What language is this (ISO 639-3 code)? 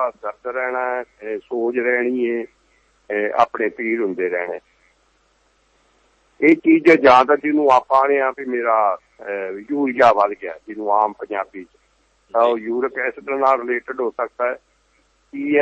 pan